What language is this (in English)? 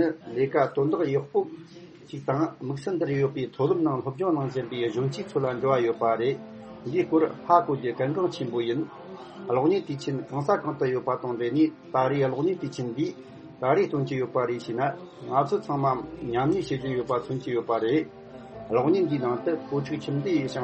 Tibetan